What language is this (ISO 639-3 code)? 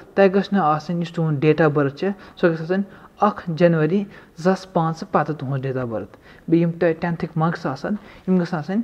kas